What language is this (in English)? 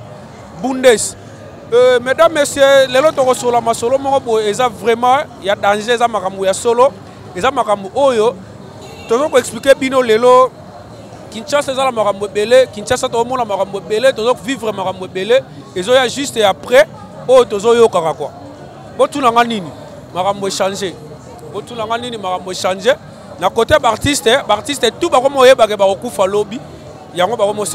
Lingala